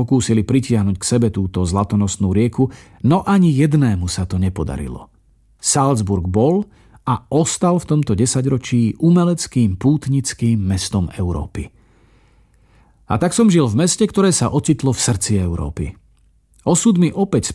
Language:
Slovak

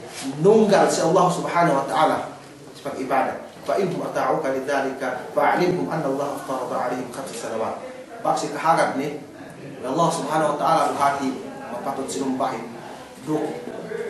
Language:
Yakan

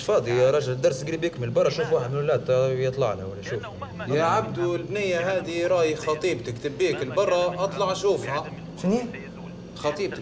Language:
Tunisian Arabic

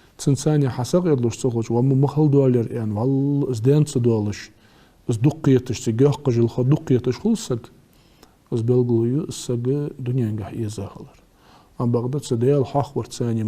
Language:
Ingush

